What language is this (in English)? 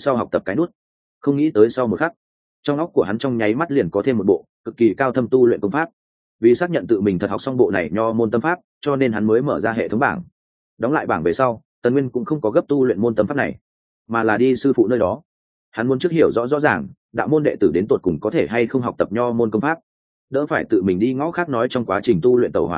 Vietnamese